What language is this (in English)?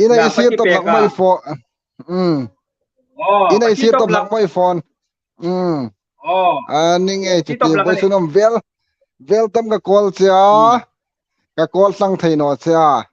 Hmar